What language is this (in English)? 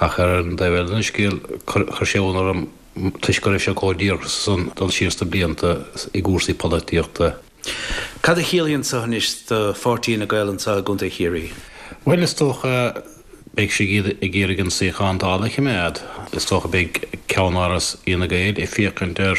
Irish